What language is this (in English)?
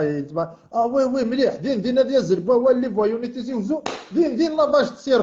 Kabyle